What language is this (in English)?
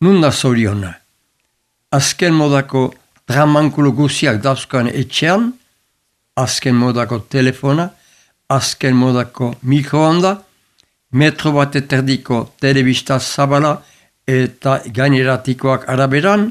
Basque